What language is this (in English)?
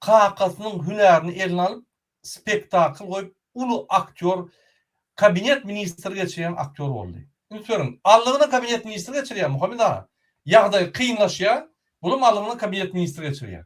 Turkmen